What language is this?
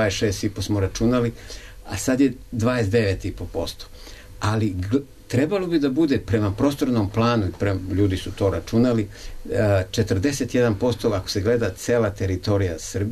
Serbian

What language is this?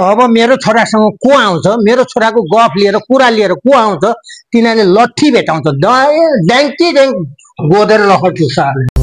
Nepali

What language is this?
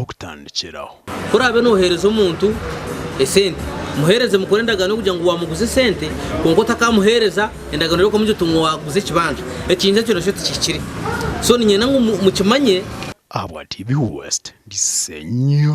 Nyankole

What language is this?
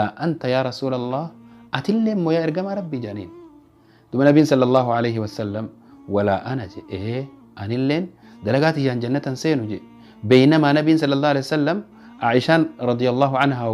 Oromo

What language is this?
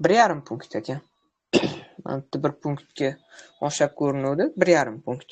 Uzbek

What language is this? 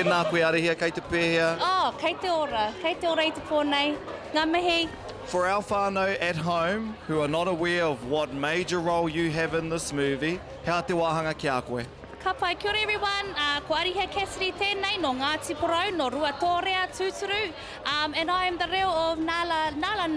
Māori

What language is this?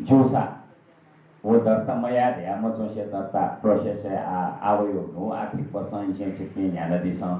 Newari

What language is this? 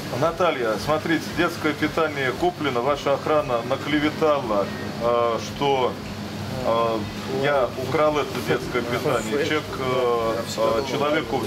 Russian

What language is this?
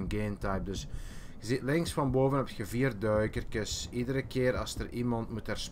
Dutch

